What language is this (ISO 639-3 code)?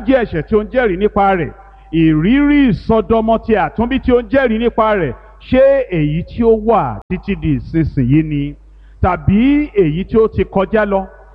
yor